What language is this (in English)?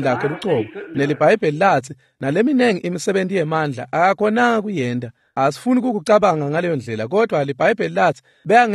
Swati